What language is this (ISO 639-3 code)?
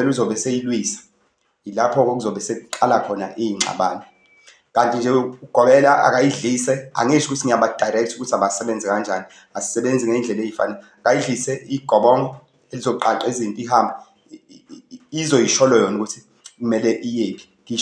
zul